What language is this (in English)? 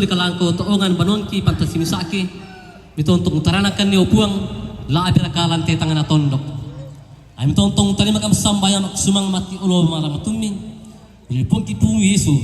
Toraja-Sa'dan